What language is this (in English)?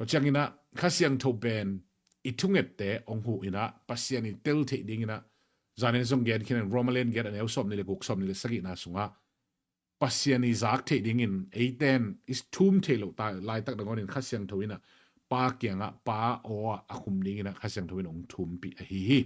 Tedim Chin